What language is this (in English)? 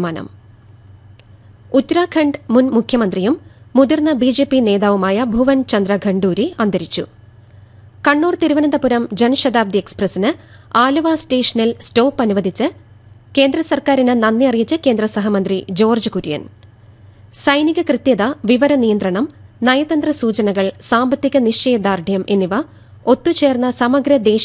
Malayalam